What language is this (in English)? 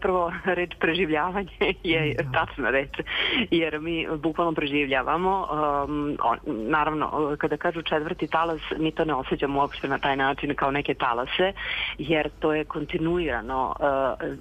Serbian